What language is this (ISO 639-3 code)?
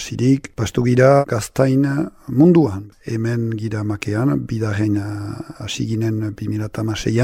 eus